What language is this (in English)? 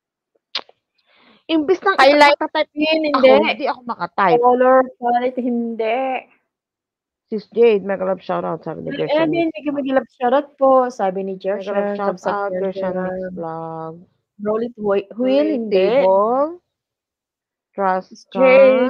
Filipino